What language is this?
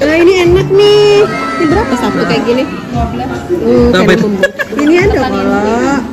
Banjar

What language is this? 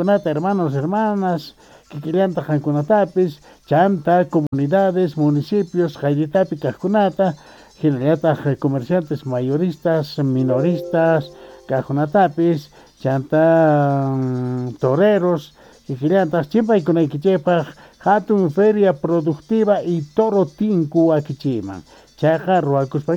South Bolivian Quechua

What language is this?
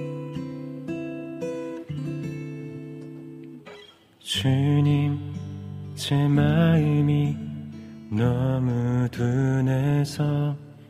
Korean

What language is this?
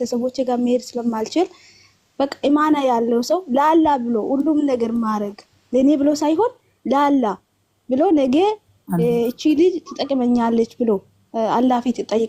Amharic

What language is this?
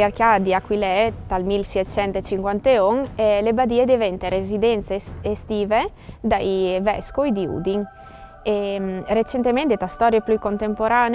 Friulian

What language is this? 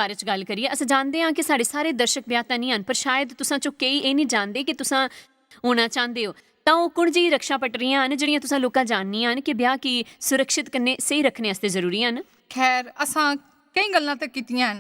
Dogri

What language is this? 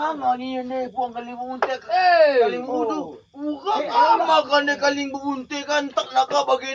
Batak Karo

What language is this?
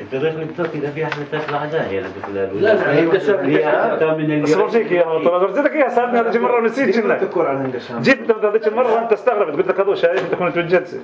North Levantine Arabic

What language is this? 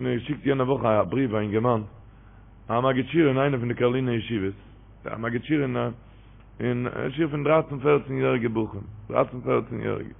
Yiddish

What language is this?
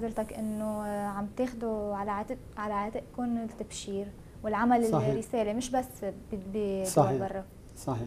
North Levantine Arabic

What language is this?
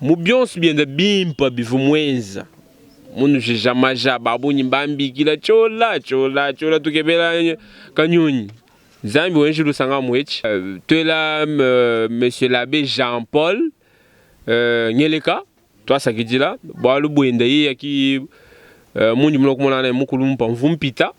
Luba-Lulua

